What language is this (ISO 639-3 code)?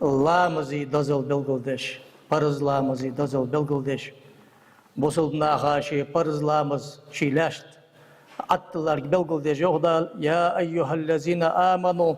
inh